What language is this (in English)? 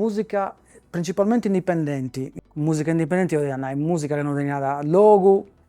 Sardinian